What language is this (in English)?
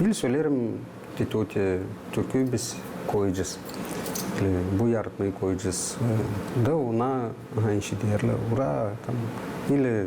Gagauz